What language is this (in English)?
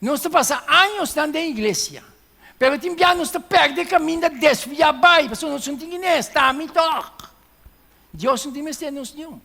Papiamento